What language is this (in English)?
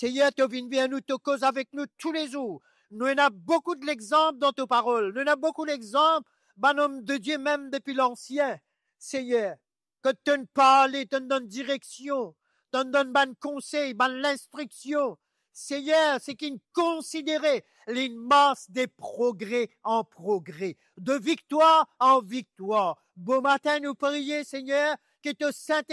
Morisyen